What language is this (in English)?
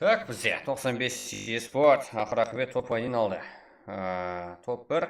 Kara-Kalpak